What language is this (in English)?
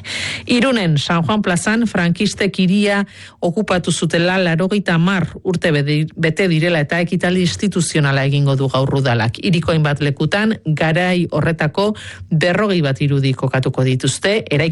Basque